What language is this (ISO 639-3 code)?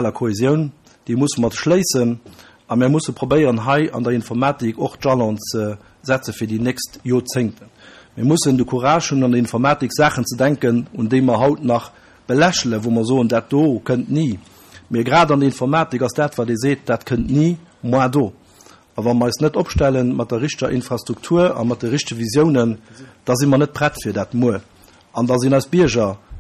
ltz